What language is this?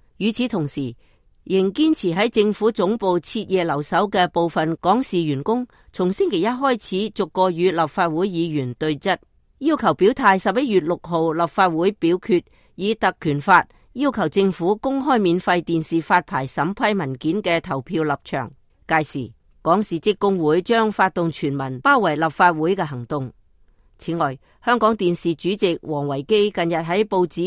Cantonese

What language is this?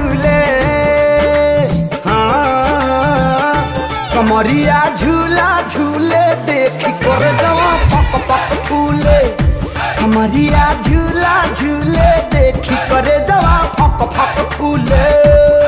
Bhojpuri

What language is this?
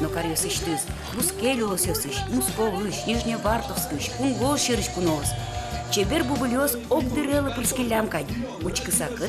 Udmurt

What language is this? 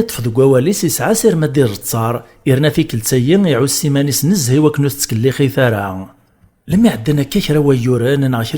Kabyle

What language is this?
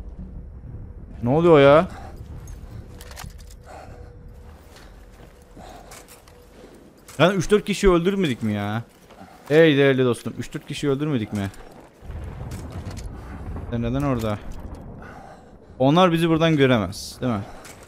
Turkish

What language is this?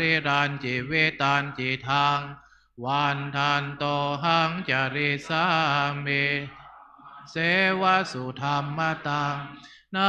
Pali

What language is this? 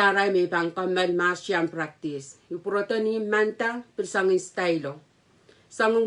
Pohnpeian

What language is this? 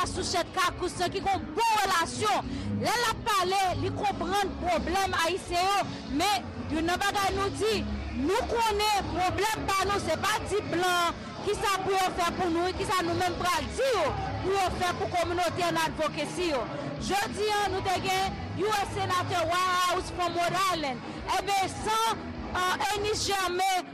Haitian Creole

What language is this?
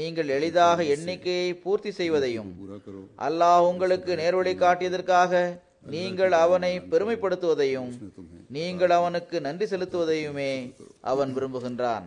Tamil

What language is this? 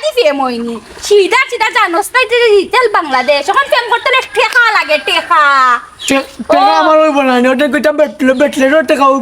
Sylheti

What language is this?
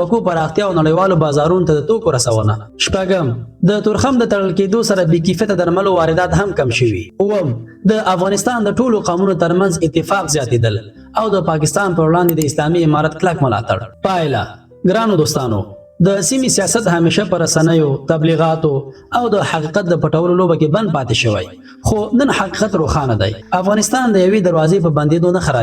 Pashto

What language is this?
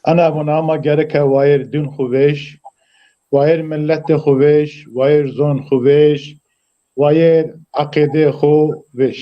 Zaza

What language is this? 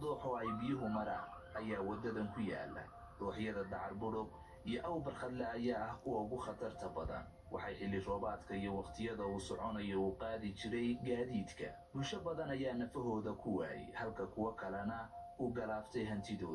Somali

